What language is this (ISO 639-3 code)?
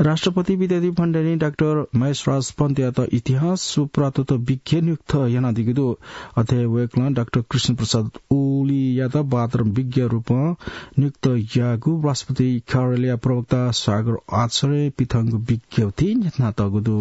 new